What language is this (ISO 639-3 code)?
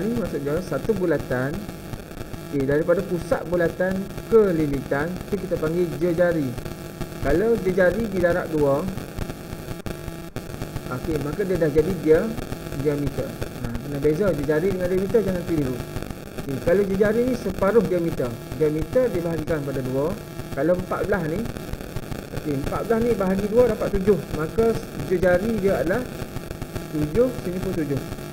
msa